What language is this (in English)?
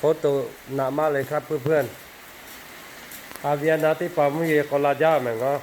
Lahu